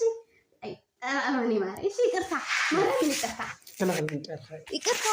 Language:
Tigrinya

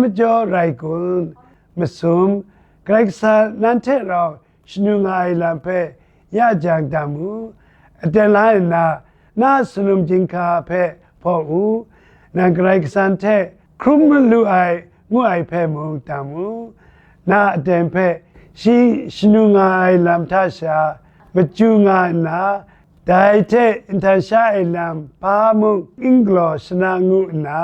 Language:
Kachin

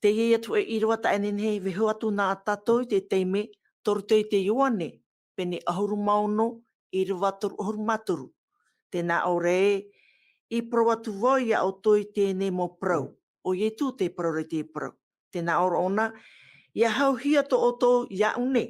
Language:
Tahitian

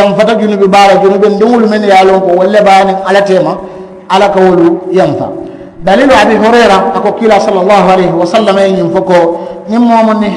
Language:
Mandingo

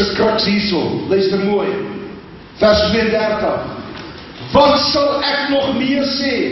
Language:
Afrikaans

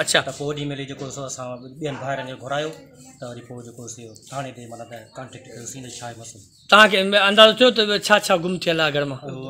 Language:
Sindhi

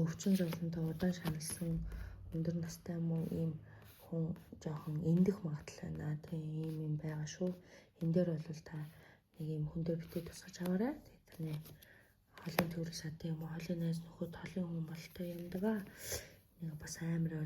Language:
Mongolian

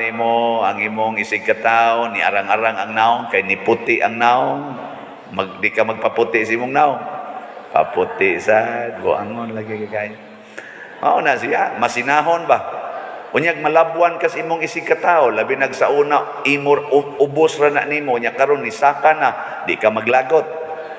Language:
Cebuano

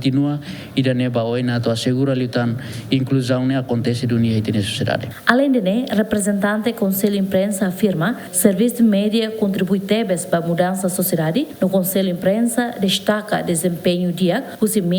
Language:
Tetum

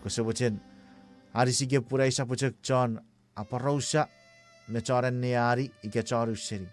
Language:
Chuukese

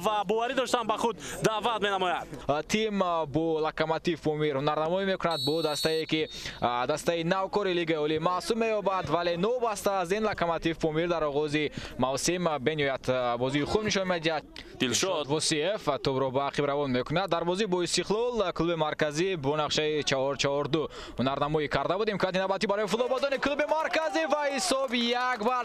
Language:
Tajik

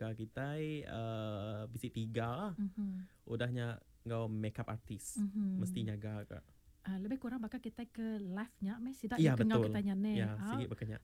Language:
Iban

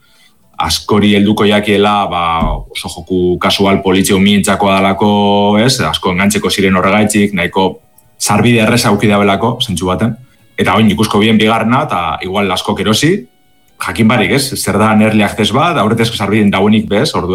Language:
Basque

